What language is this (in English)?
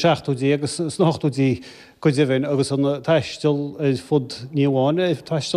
Irish